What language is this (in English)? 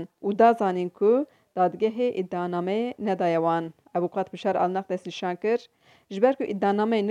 Kurdish